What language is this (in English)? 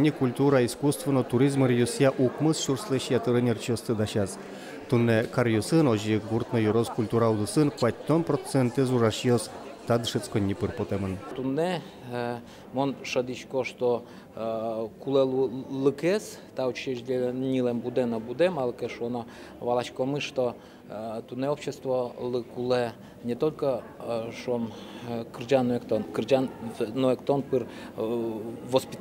Udmurt